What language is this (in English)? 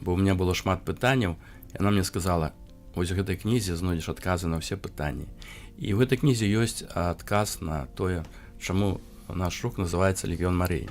Belarusian